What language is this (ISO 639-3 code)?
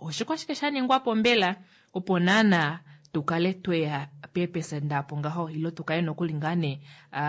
kua